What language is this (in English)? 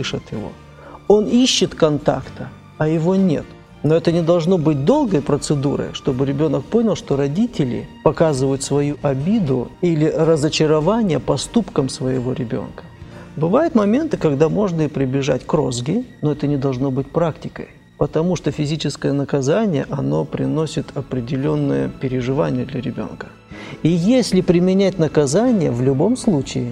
Russian